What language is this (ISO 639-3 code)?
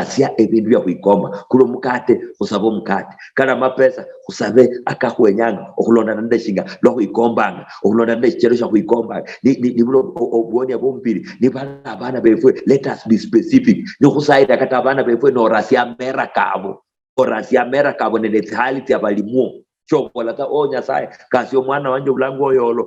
luy